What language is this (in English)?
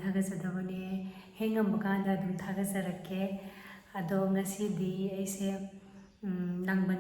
Manipuri